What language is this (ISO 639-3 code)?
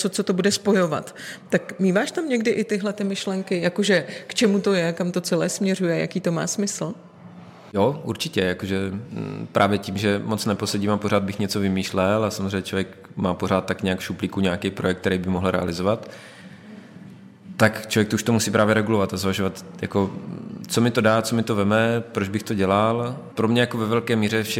ces